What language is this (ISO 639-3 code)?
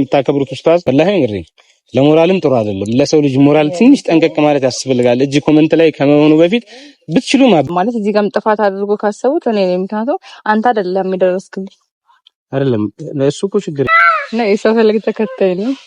amh